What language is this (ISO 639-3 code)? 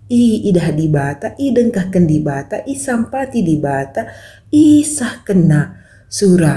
btx